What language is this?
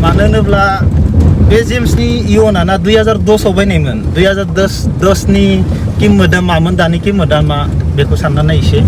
Bodo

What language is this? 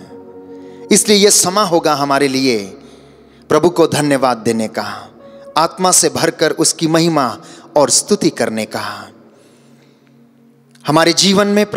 Hindi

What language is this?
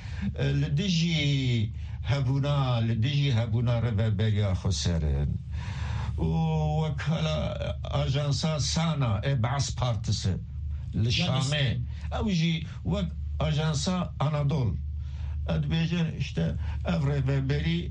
Kurdish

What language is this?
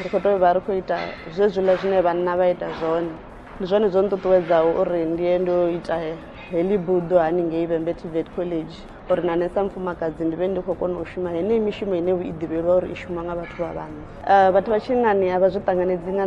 Venda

